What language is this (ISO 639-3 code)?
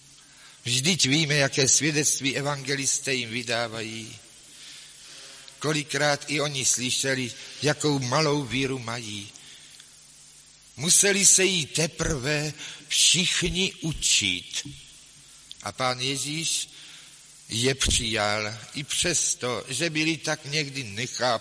ces